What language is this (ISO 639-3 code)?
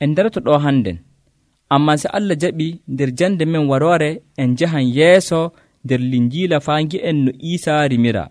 fuv